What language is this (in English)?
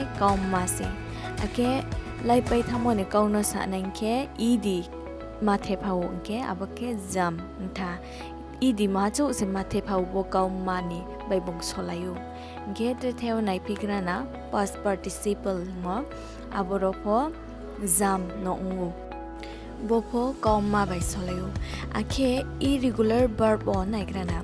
Riang (India)